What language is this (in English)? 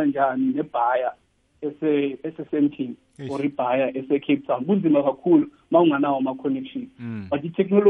South Ndebele